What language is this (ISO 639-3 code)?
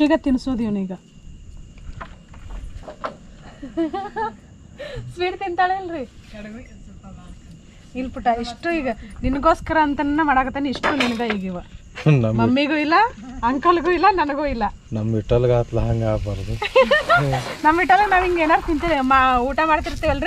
kan